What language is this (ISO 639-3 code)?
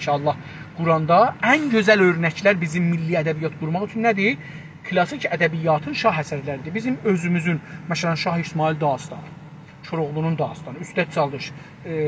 azb